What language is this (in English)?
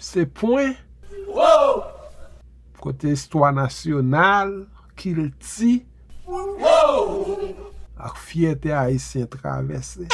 Haitian Creole